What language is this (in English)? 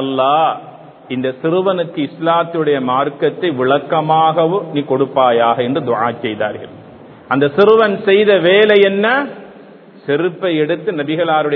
Tamil